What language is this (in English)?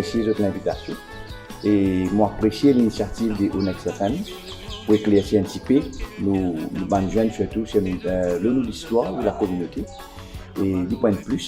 Morisyen